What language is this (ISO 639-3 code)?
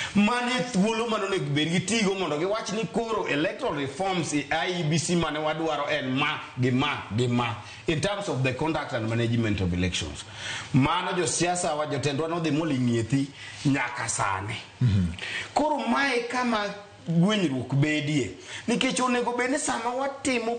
luo